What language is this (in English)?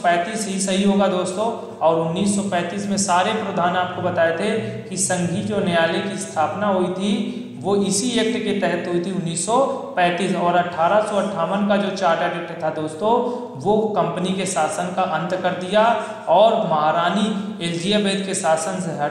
Hindi